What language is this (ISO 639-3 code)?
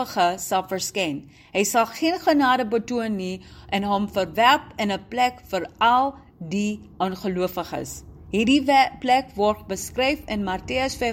afr